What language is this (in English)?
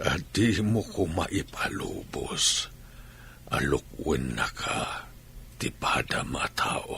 Iloko